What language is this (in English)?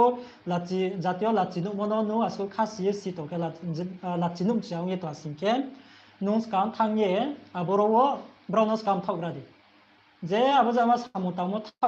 Riang (India)